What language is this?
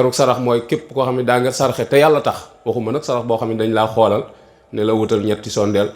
Wolof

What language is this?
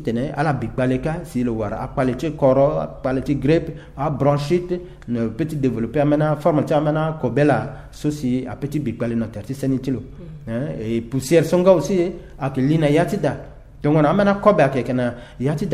Sango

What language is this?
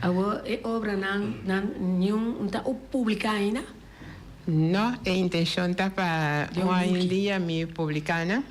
Papiamento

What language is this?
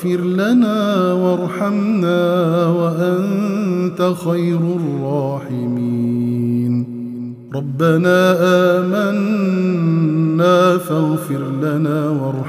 Arabic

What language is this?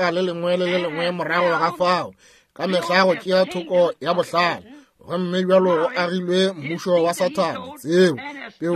Northern Sotho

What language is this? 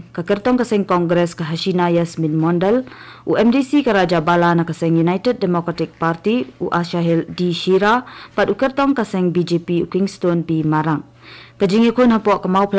Khasi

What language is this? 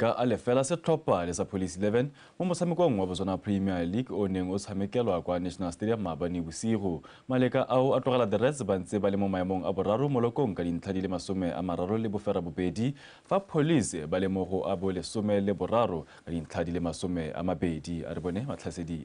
Tswana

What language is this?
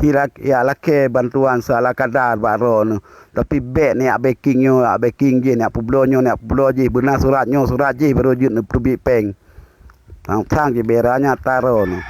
Achinese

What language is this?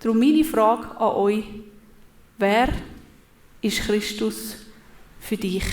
Swiss German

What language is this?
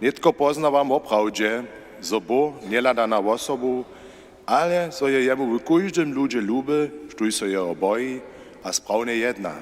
Upper Sorbian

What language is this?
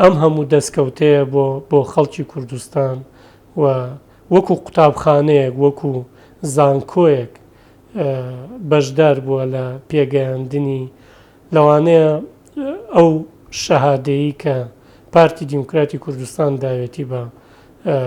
Central Kurdish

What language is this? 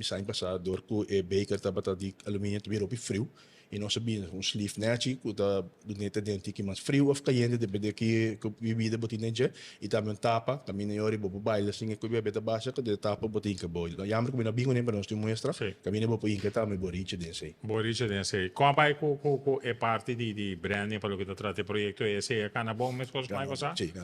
Papiamento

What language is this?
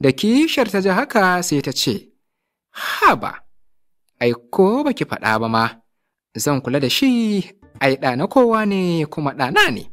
Hausa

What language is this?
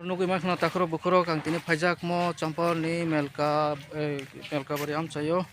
Kok Borok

